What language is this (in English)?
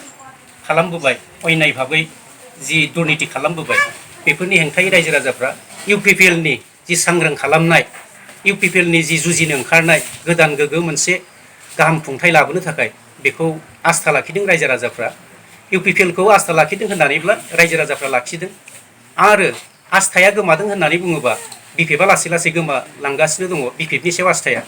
Bodo